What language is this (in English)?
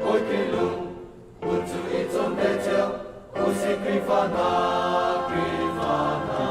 Hakha Chin